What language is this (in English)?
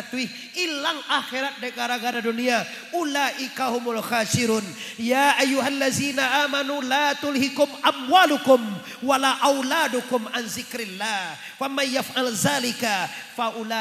Minangkabau